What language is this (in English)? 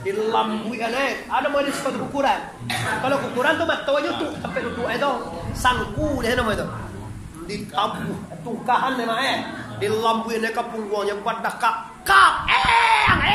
Minangkabau